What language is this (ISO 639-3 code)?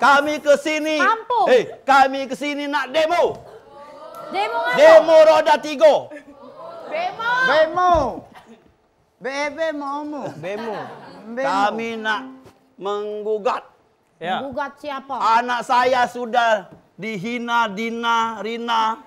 mui